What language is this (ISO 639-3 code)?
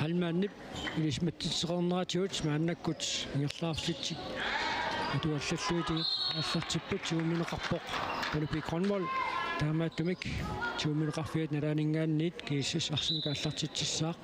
kal